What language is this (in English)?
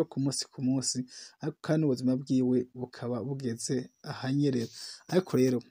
Rundi